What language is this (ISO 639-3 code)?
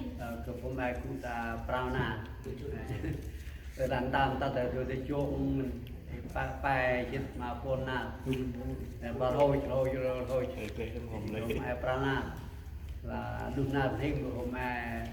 cmo